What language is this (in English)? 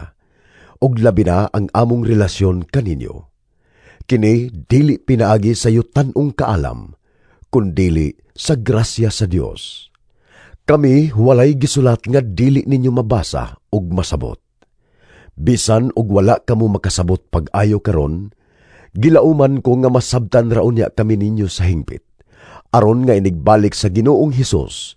Cebuano